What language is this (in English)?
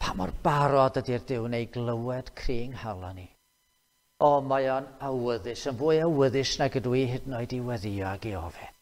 Welsh